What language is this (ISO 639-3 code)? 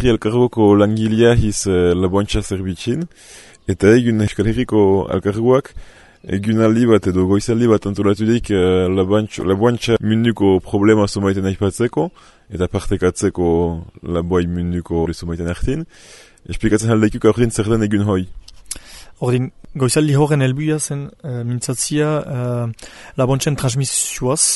eus